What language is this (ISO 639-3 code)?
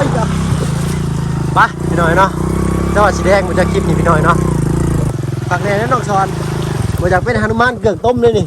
lao